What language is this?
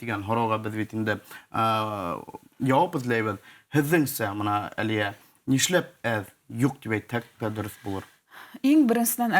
Bashkir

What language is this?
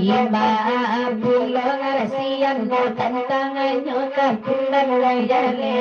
Minangkabau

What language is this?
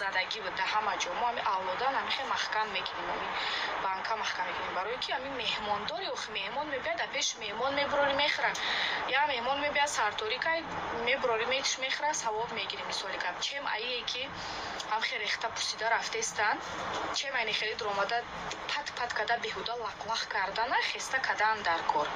Tajik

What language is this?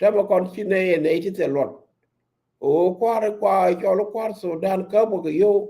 Nuer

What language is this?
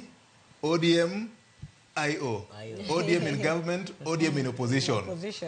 Luo (Kenya and Tanzania)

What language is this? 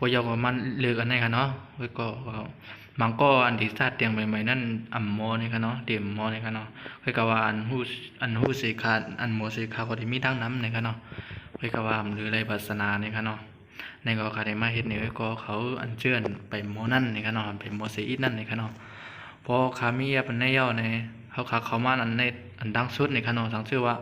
Shan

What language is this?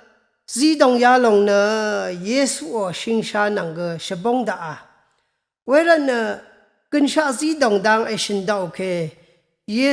Rawang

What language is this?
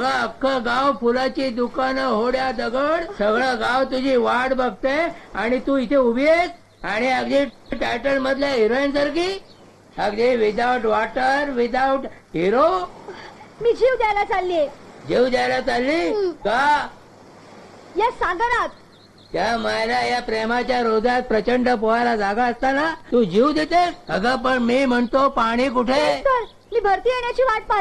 Marathi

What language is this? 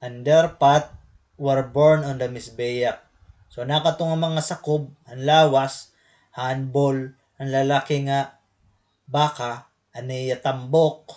Waray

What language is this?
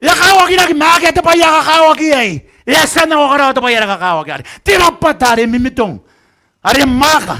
Gilbertese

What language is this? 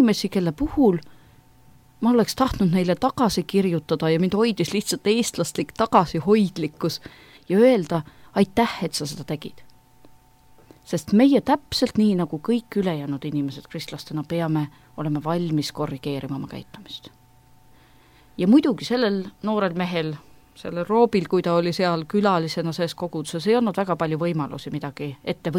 Estonian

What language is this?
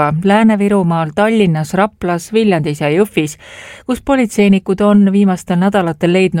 Estonian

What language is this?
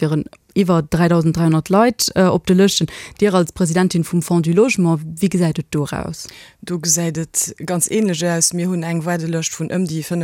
Luxembourgish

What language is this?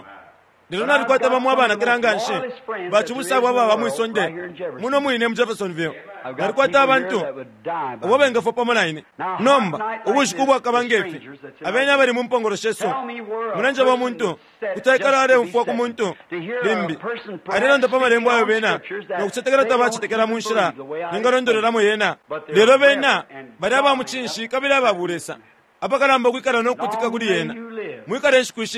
Bemba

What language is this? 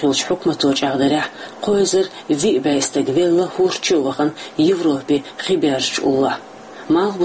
Chechen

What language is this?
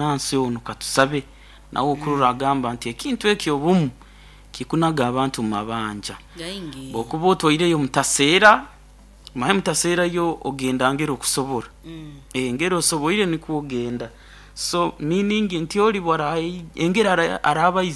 Nyoro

